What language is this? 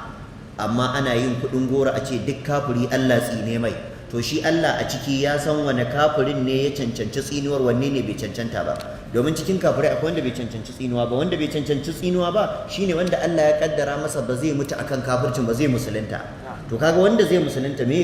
Hausa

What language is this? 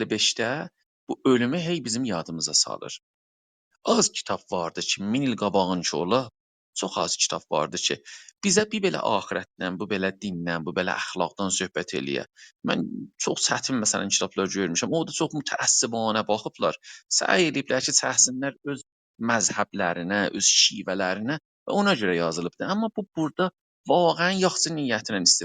South Azerbaijani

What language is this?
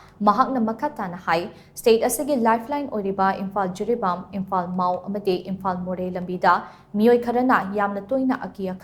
Manipuri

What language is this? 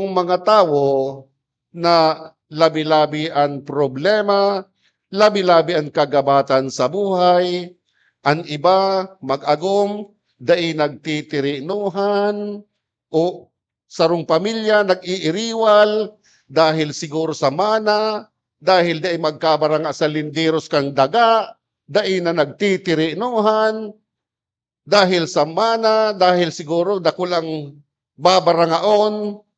Bikol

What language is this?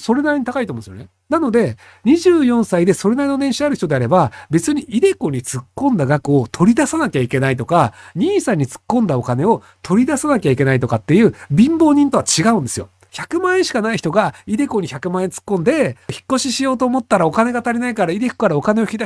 Japanese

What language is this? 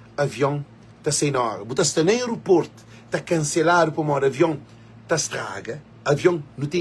Kabuverdianu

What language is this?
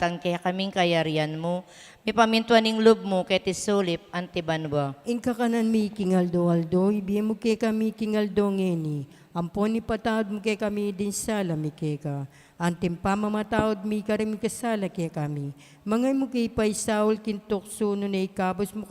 Pampanga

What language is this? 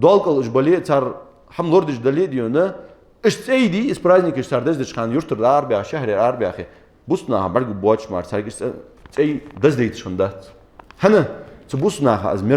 Ingush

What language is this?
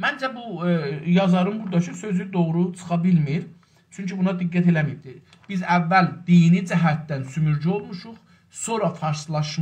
South Azerbaijani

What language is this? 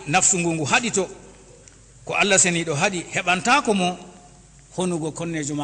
Fula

